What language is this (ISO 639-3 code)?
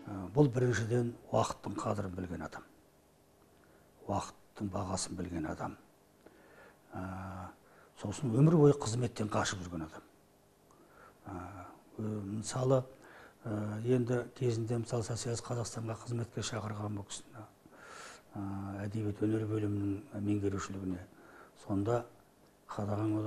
kaz